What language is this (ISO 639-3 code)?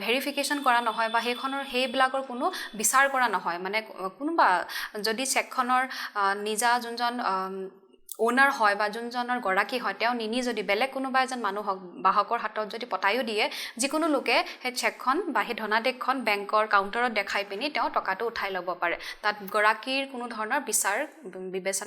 asm